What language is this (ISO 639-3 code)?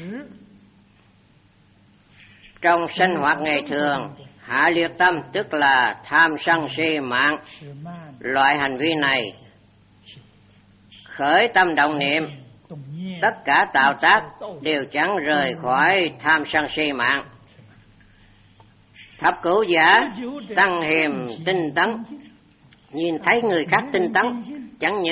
vie